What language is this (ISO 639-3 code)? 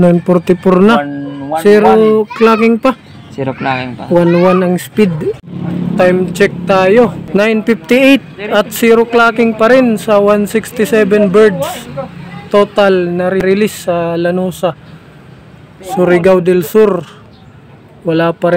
fil